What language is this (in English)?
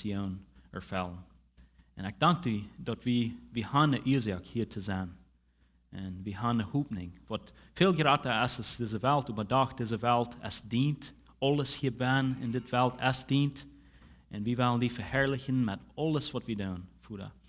Plautdietsch